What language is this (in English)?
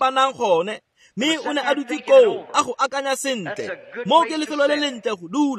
Tswana